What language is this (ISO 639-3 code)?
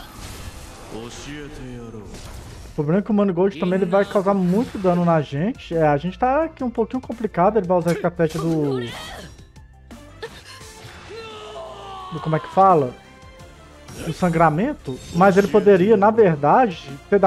por